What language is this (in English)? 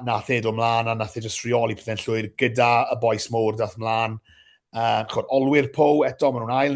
Welsh